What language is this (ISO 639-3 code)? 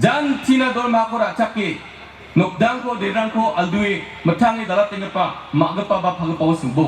grt